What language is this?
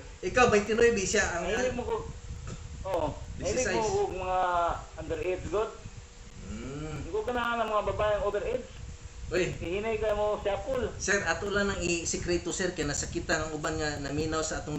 Cebuano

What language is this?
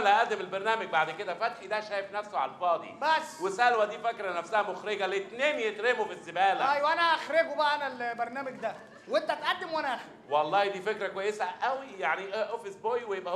Egyptian Arabic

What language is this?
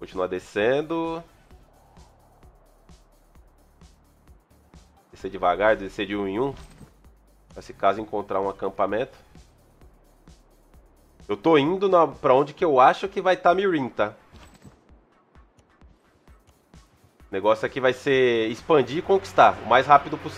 Portuguese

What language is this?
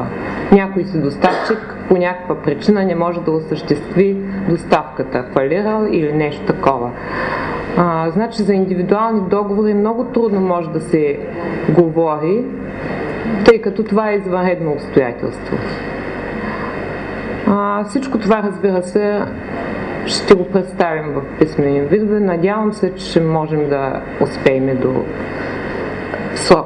Bulgarian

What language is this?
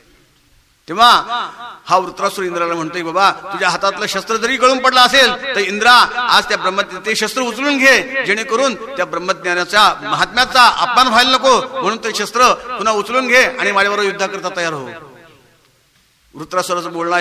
Marathi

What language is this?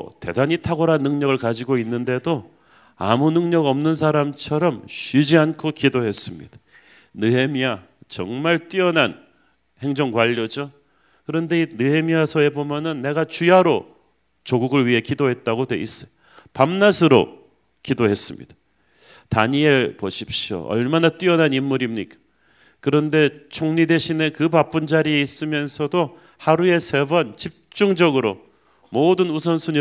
Korean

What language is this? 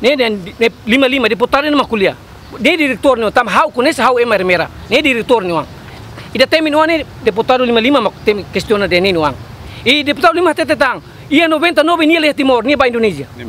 Tetum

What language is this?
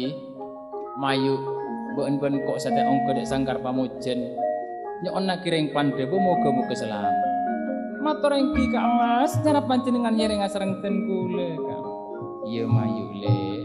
Madurese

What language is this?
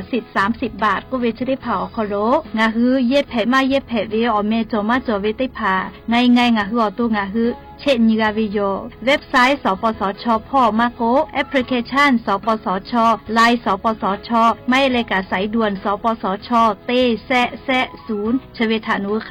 Lahu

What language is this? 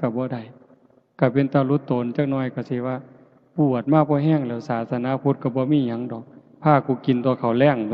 Lao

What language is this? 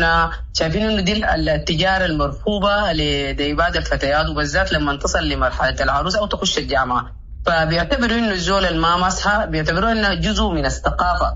Sudanese Arabic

